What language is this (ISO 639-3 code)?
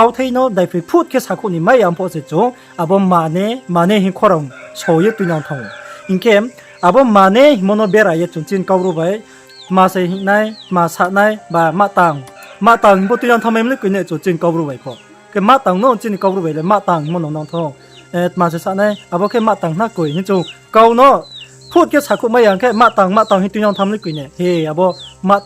ria